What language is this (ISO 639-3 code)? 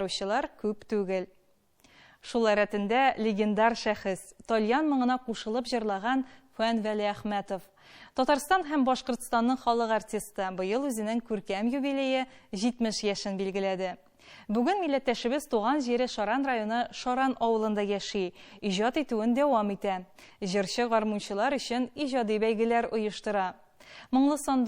tat